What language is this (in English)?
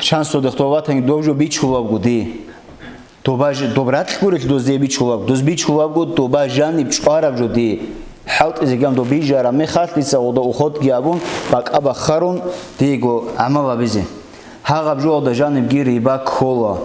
Avaric